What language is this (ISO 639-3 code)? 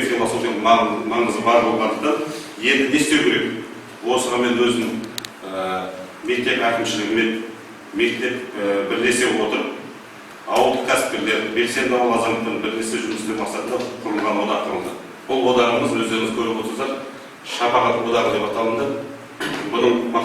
kaz